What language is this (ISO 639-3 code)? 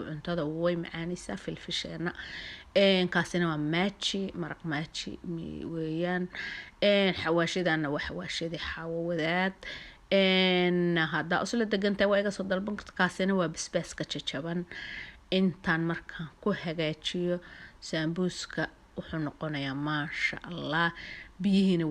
som